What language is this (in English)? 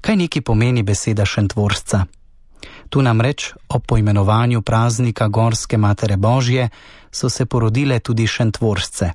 Slovenian